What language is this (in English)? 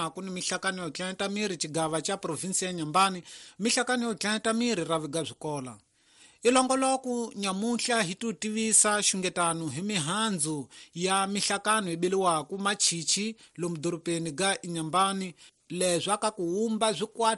Tsonga